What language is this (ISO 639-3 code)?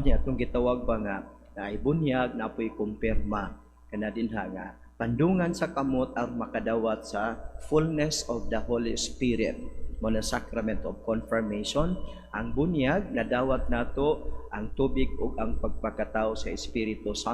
ceb